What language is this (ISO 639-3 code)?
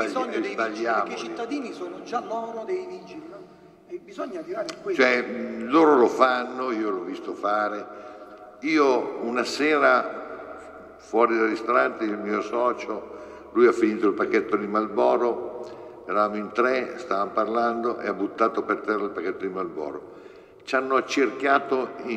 ita